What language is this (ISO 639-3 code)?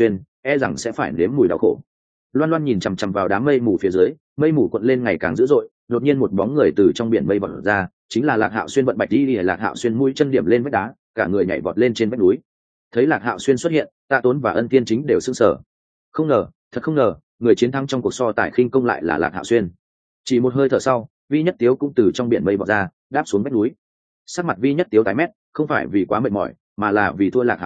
vie